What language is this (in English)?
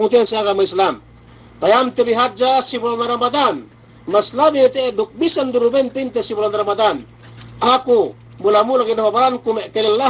Yakan